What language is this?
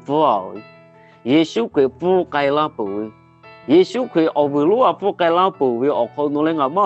Lahu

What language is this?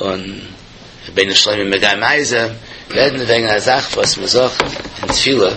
Yiddish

